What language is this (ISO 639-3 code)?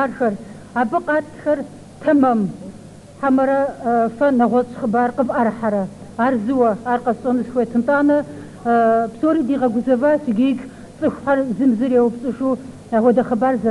kbd